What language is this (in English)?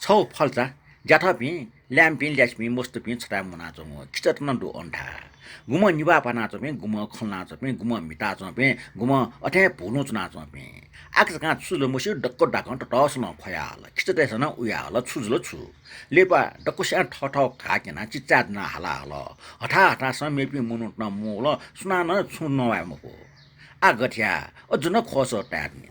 Newari